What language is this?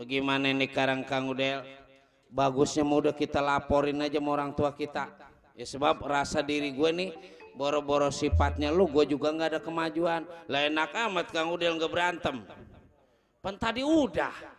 Betawi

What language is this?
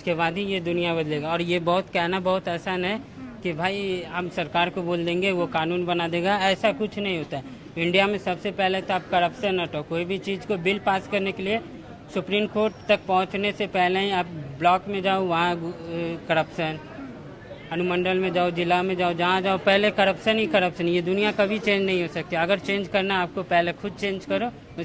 Hindi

